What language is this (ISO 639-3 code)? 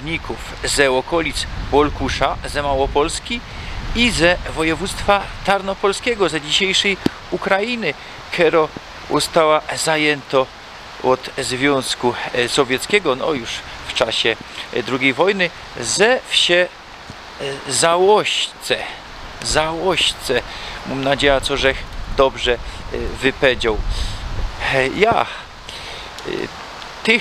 szl